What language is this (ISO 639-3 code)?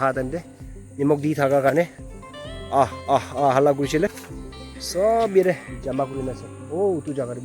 nag